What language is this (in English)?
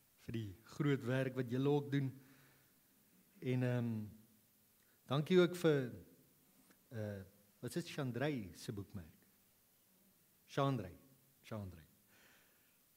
Afrikaans